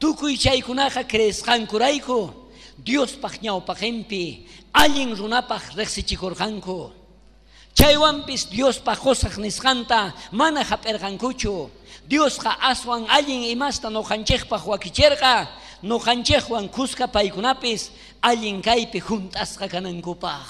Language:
South Bolivian Quechua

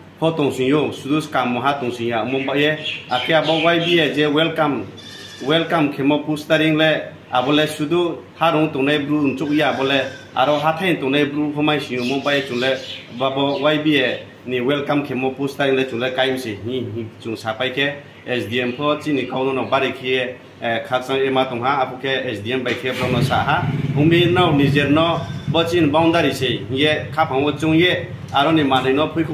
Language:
Riang (India)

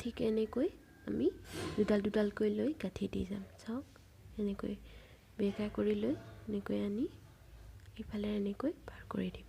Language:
Assamese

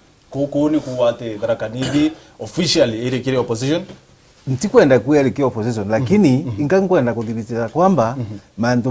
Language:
Meru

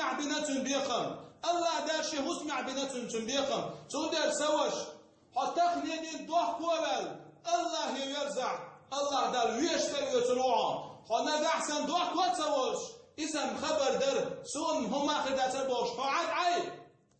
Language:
Chechen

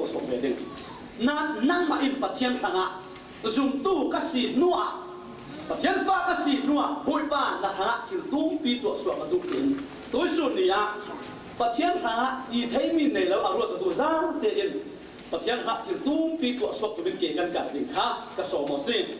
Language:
Falam Chin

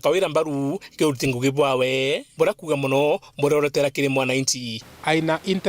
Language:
Meru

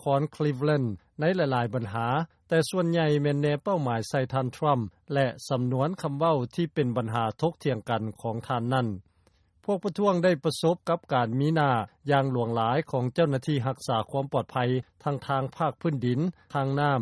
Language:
Lao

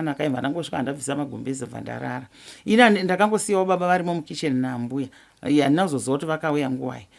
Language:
Shona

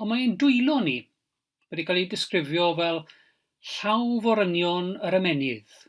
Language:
Welsh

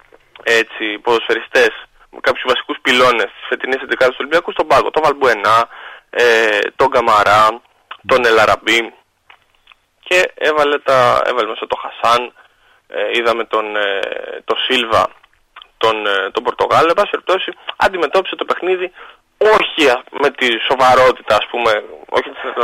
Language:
Greek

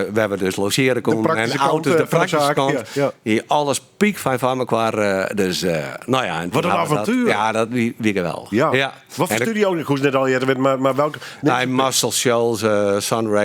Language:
Western Frisian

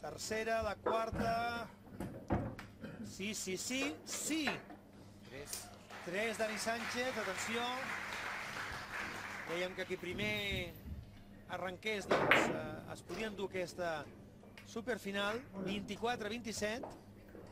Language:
Catalan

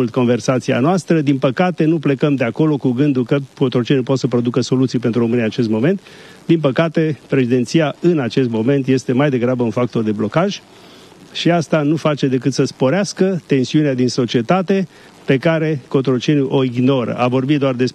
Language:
Romanian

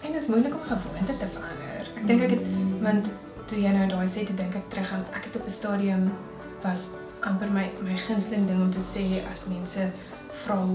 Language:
Afrikaans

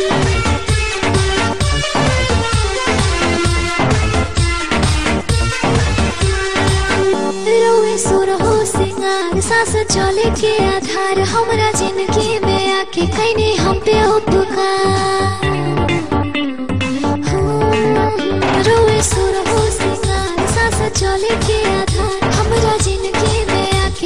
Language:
Bhojpuri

